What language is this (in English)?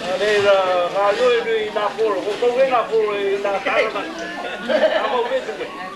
Māori